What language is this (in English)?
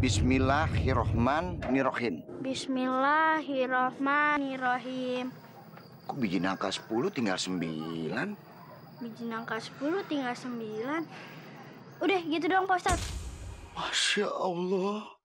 Betawi